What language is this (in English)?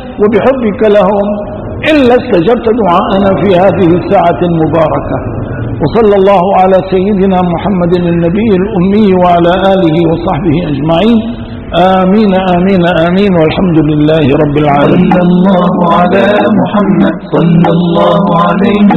Egyptian Arabic